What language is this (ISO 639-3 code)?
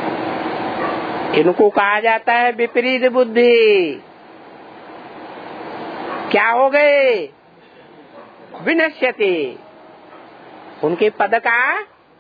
hin